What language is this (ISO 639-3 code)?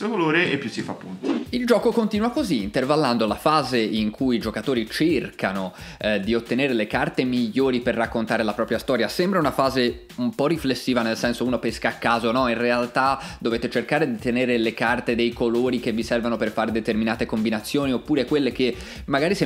ita